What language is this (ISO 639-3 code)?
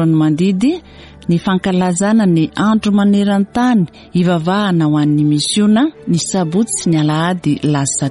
mlg